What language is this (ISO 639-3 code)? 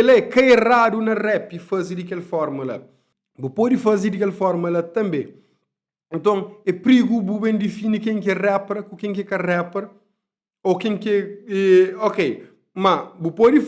kea